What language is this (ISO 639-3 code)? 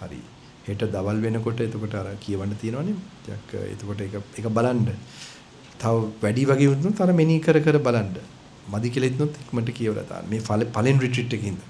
sin